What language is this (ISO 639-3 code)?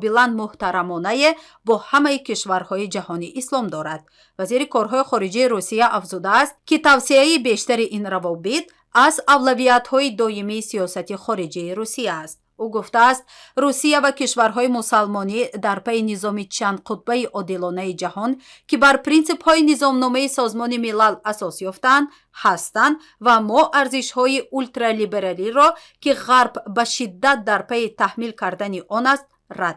tgk